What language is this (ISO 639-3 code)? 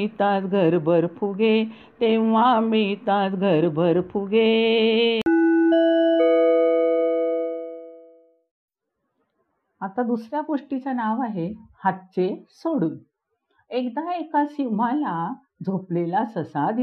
mar